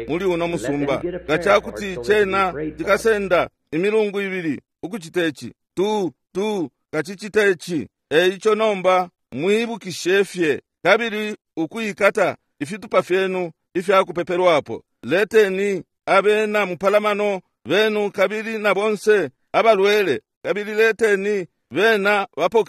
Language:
Bemba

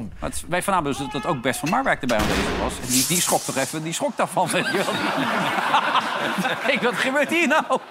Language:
Dutch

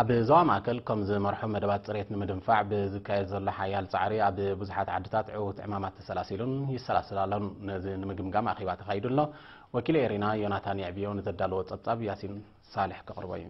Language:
Tigrinya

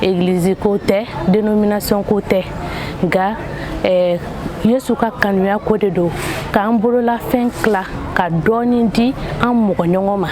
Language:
Bambara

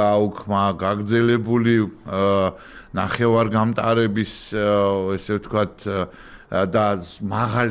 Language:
Georgian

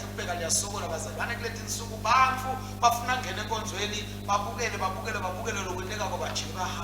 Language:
Swati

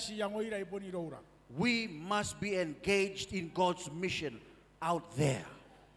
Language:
Gilbertese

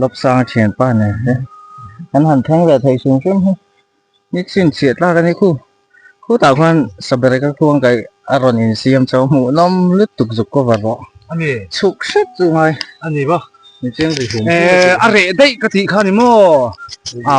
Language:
Mizo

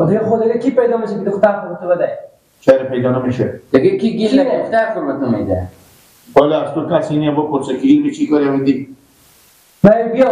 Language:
Persian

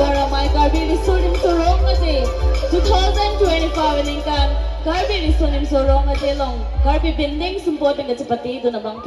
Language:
Karbi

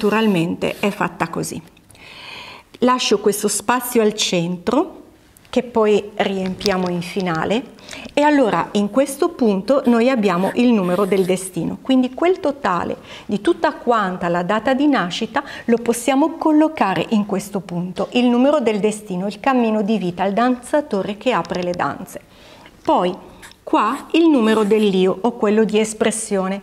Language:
Italian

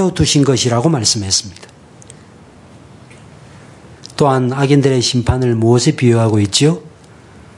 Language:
Korean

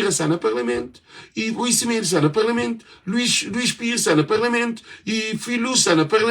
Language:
Kabuverdianu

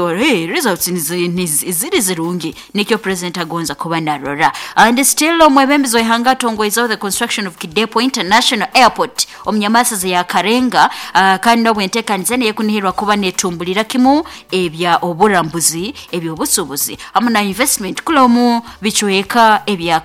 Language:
Nyoro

